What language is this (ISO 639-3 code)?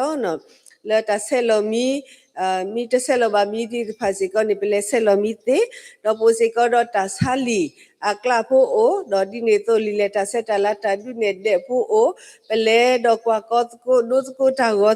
ksw